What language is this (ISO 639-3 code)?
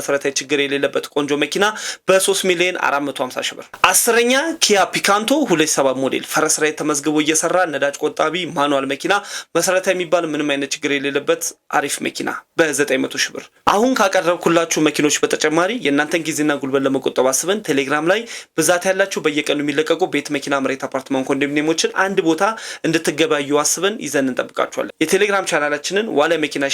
amh